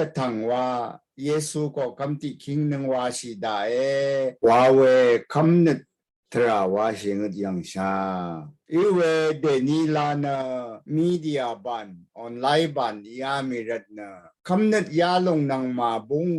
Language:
Rawang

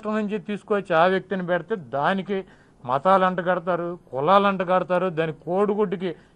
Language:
Telugu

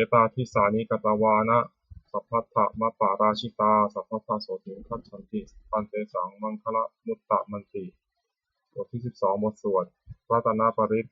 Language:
Pali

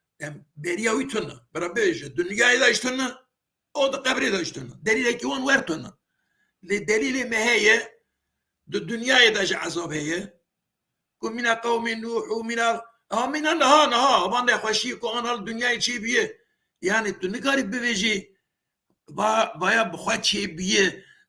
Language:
Kurdish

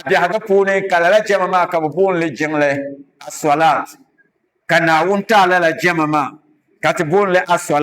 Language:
Dagbani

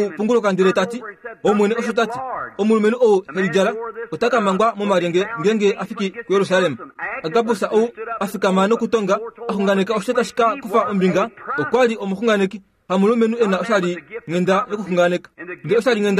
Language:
Kuanyama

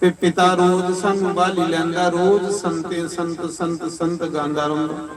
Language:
Dogri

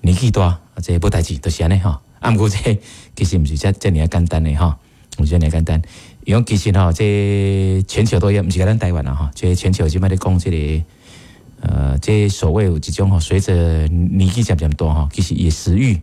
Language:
Min Nan Chinese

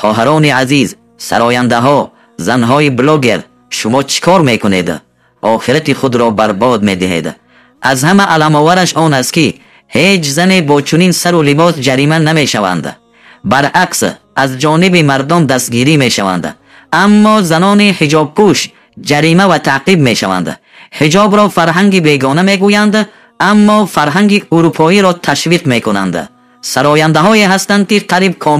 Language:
Tajik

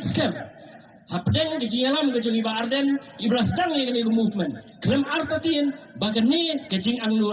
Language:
Khasi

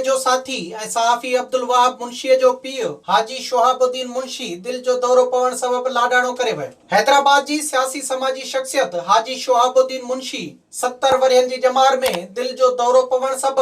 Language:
Sindhi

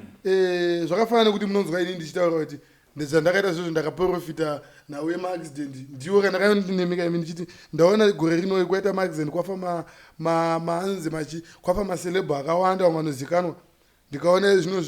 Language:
Shona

